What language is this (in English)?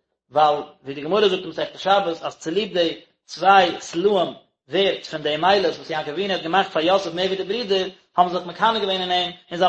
Yiddish